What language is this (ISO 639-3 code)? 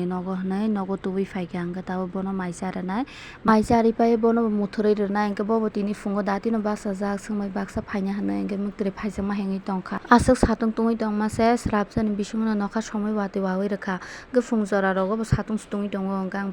trp